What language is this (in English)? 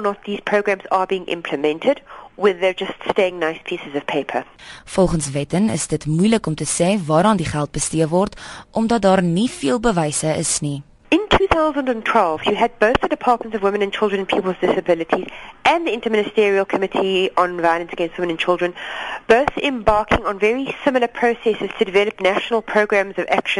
English